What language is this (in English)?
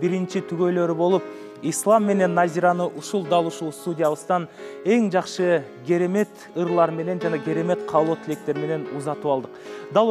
Kyrgyz